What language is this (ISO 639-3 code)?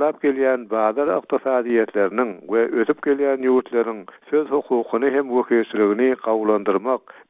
tuk